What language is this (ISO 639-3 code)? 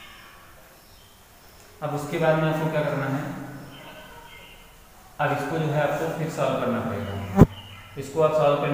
hin